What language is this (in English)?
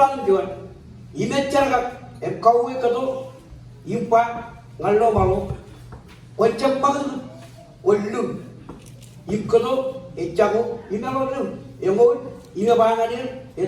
Marshallese